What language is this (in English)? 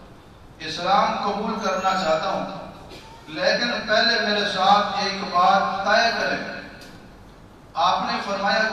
Urdu